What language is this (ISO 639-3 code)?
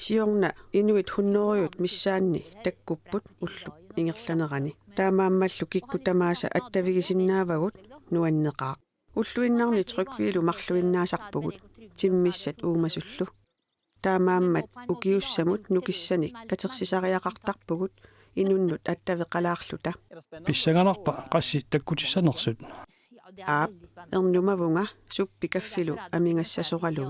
kal